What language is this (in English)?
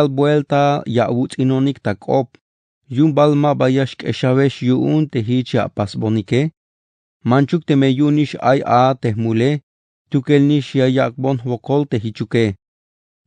Tzeltal